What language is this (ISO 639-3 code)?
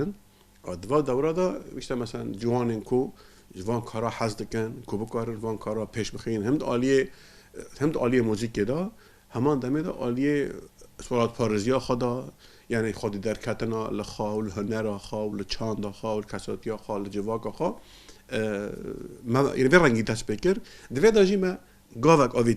kur